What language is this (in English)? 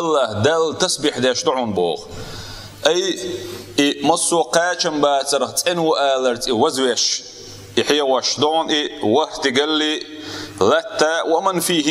Chechen